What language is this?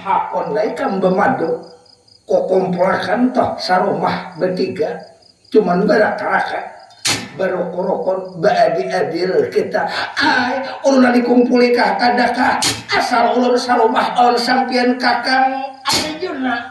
Banjar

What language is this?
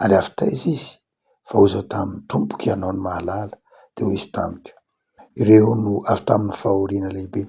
Malagasy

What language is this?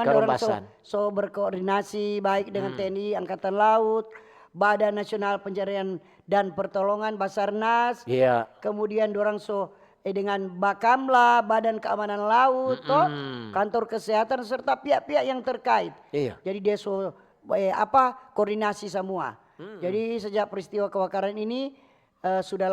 Manado Malay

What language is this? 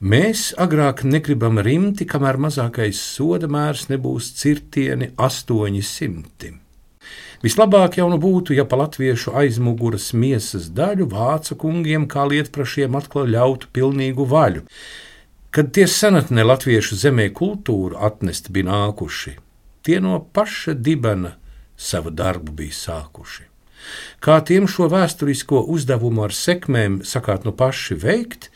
Latvian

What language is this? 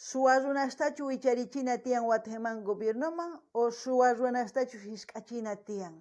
South Bolivian Quechua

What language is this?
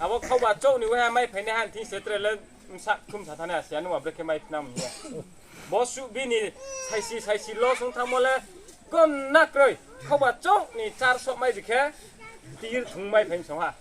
Riang (India)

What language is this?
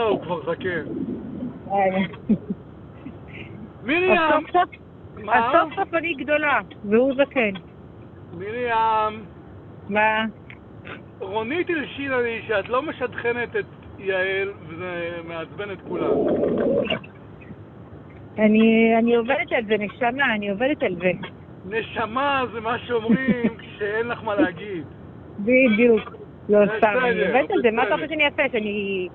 Hebrew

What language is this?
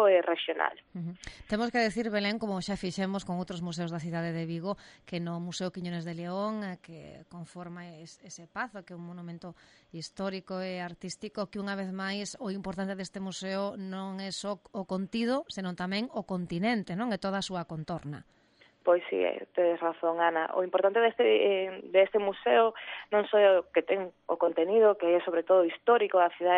Galician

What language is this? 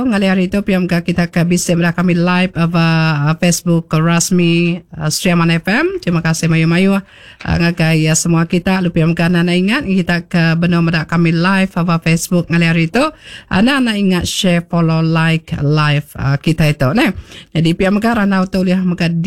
Iban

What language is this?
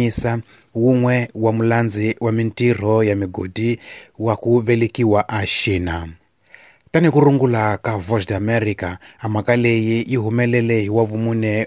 Tsonga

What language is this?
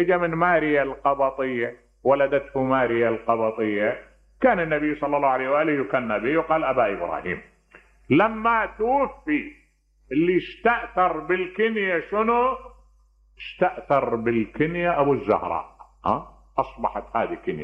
Mesopotamian Arabic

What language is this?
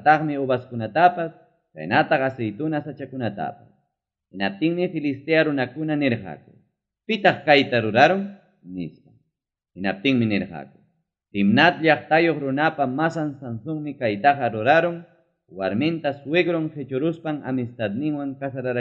Ayacucho Quechua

